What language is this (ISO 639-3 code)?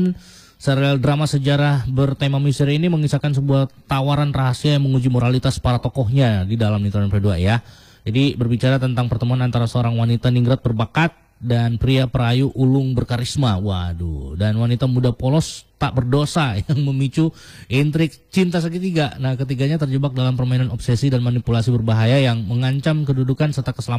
ind